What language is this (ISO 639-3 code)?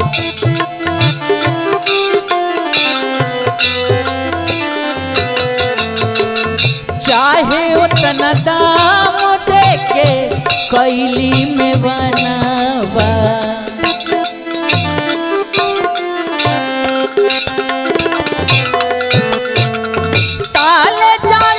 bho